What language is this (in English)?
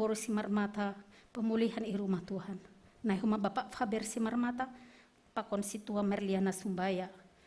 Batak Simalungun